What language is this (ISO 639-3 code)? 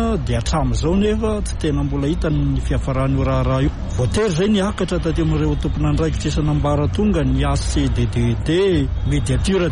mlg